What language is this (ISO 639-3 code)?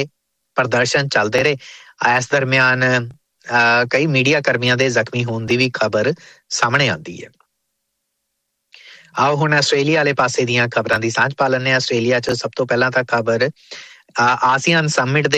pan